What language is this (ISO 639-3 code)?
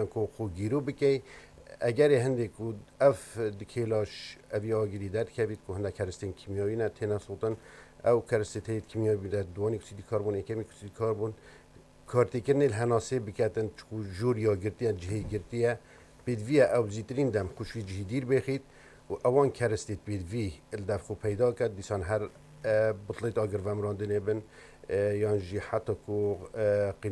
kur